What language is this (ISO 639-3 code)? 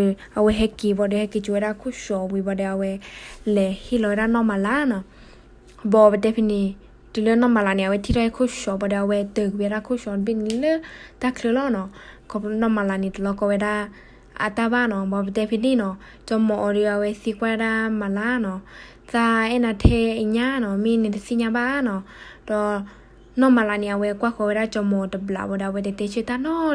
ksw